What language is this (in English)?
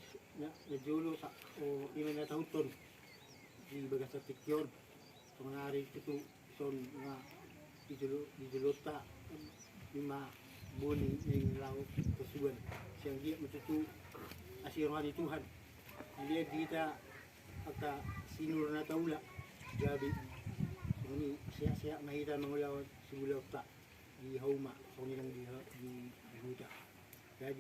Batak Toba